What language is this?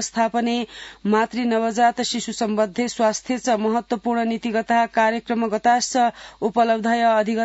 Sanskrit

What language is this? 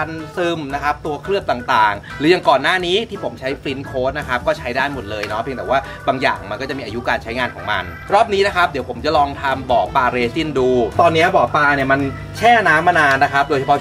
Thai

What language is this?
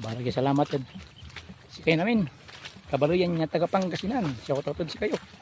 Pangasinan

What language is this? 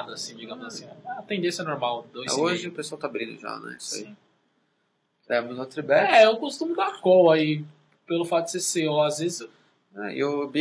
Portuguese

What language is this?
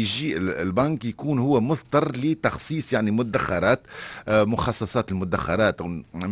Tunisian Arabic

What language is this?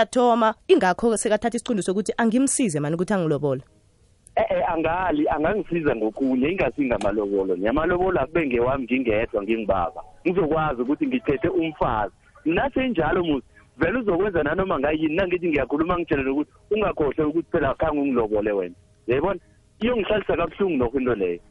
South Ndebele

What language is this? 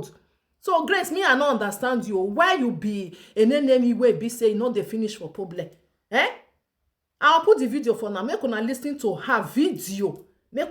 Nigerian Pidgin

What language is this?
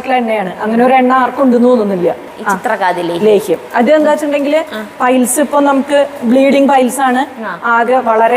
Malayalam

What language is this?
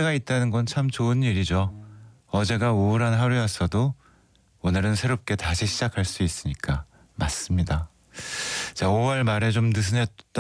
Korean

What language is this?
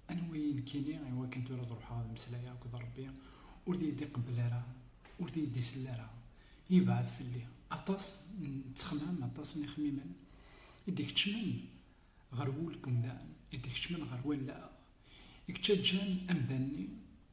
Kabyle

